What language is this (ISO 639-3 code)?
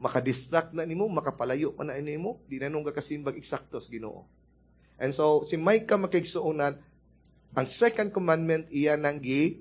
ceb